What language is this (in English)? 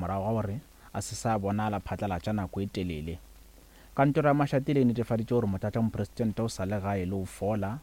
Northern Sotho